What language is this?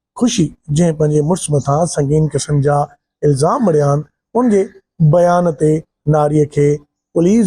Sindhi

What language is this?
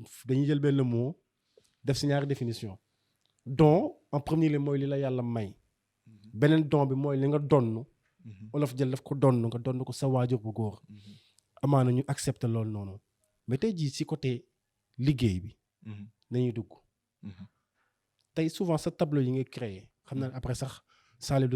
Wolof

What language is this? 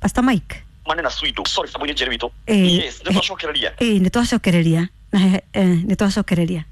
Kikuyu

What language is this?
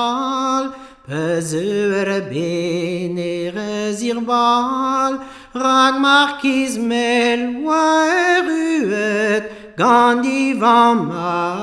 Breton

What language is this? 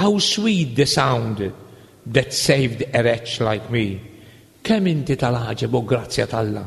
Maltese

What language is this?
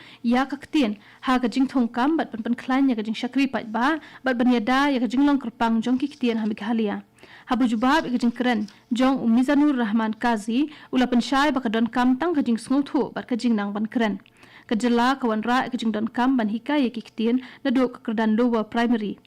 Khasi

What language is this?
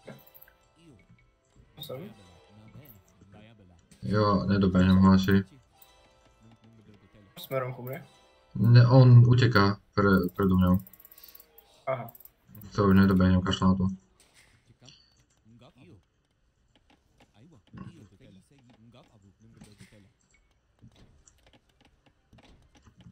Slovak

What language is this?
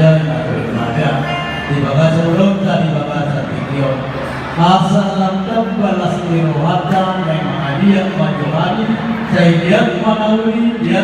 Batak Toba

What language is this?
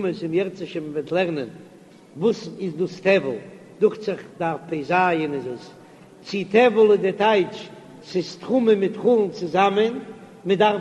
Yiddish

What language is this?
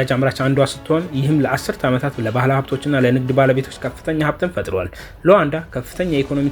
Amharic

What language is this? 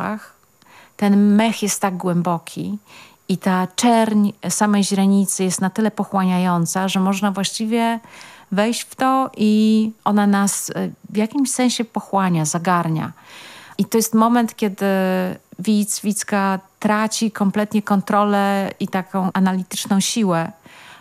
Polish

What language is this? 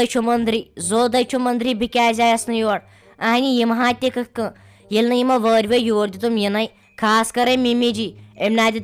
Kashmiri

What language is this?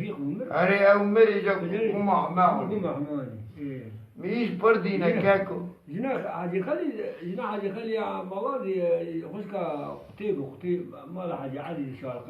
Kurdish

